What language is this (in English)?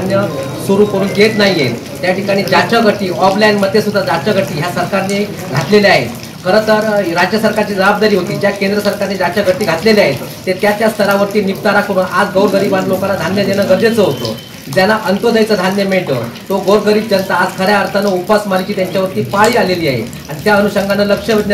Marathi